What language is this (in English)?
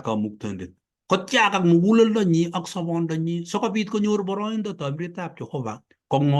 Kalenjin